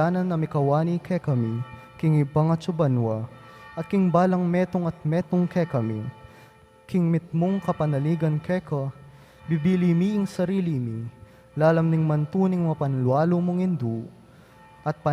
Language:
Pampanga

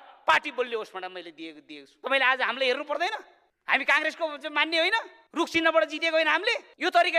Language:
Nepali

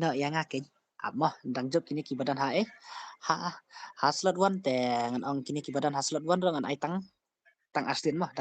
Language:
Khasi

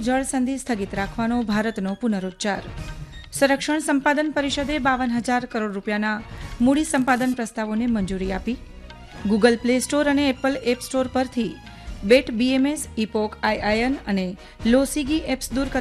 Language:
Gujarati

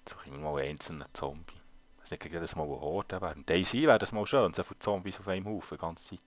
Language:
Swiss German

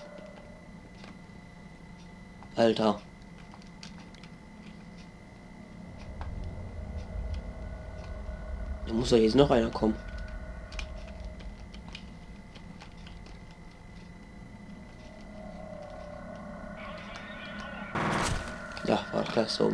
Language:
German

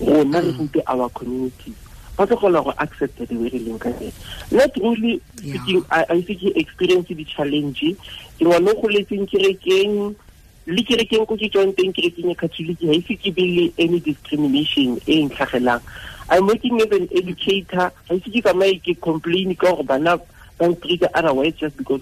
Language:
Tswana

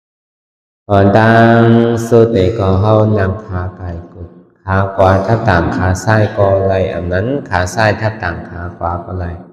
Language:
Shan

